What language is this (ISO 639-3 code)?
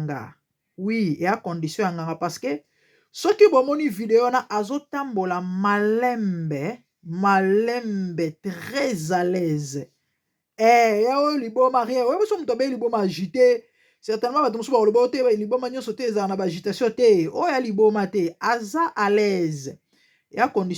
lin